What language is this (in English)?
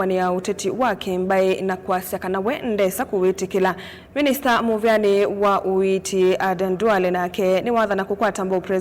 Kamba